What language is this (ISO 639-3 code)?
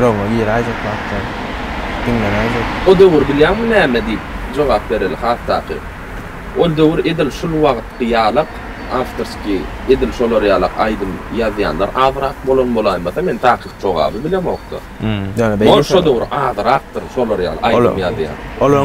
tuk